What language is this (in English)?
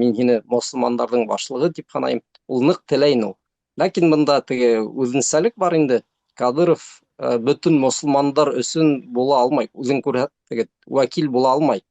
Bashkir